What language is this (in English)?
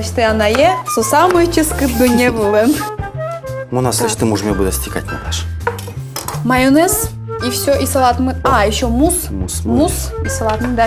Udmurt